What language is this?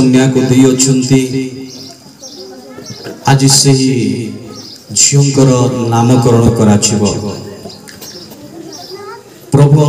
Odia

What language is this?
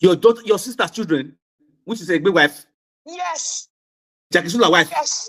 Nigerian Pidgin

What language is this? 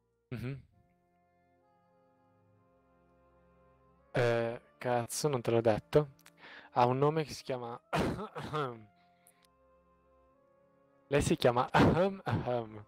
Italian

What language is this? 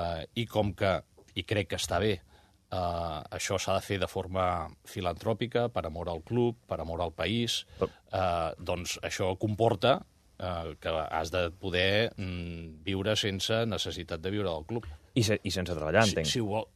Catalan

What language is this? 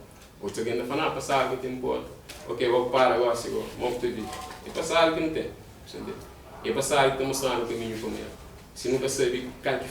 Kabuverdianu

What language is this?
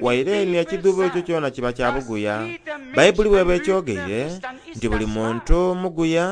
Soga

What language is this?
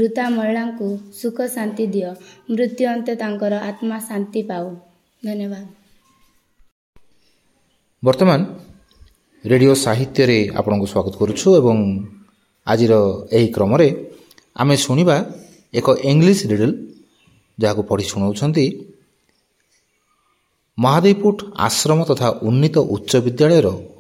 Odia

